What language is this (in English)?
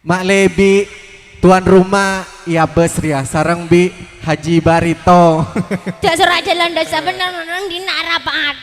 Madurese